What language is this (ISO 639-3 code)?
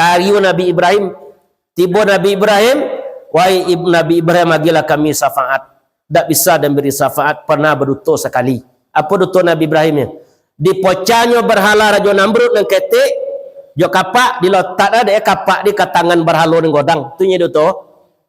min